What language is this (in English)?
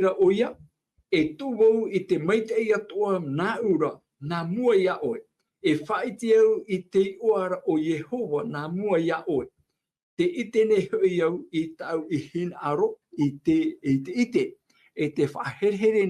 Tahitian